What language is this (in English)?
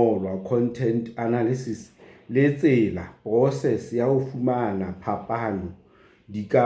Southern Sotho